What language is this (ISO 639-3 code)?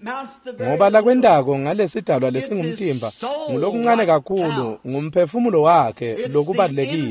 ssw